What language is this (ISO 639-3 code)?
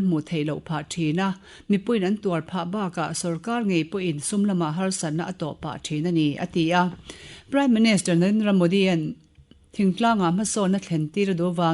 lus